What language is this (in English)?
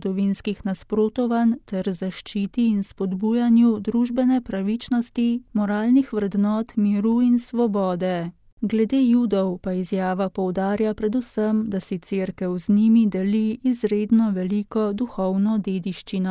Slovenian